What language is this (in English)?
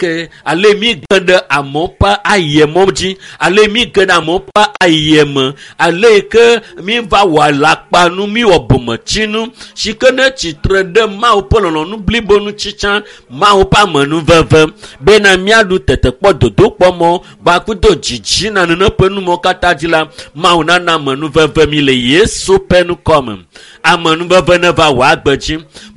Ewe